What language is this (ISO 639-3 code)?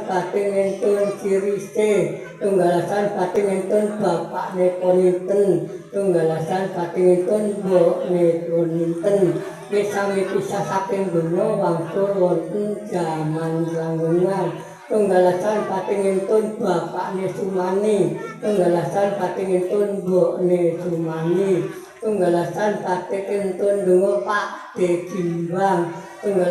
jav